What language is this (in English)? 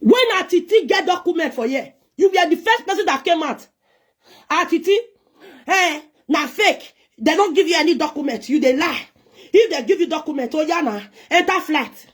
Nigerian Pidgin